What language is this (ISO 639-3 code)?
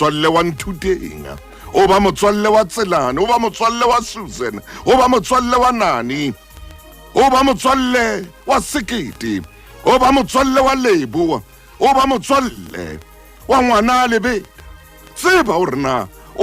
sot